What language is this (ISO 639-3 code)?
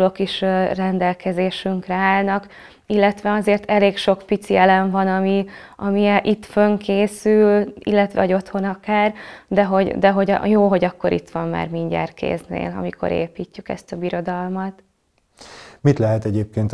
hun